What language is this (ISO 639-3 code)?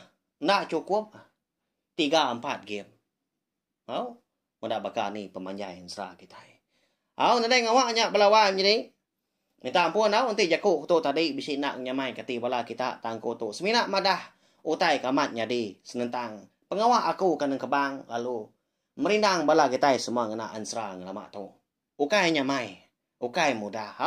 iba